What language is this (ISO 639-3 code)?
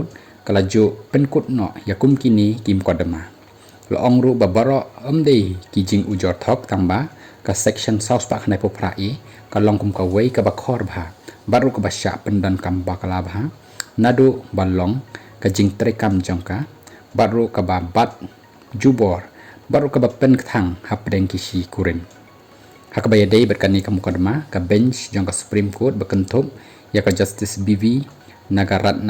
kha